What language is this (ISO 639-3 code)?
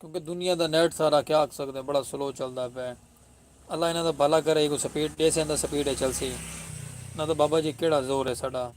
skr